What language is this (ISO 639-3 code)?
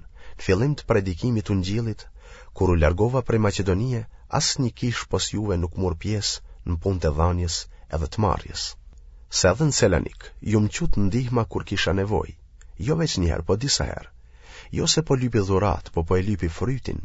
sqi